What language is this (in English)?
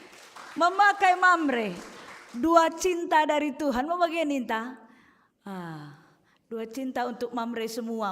Batak Karo